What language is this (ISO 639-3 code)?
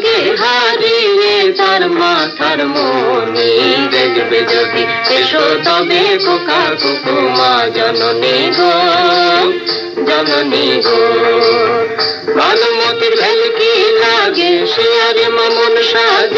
ben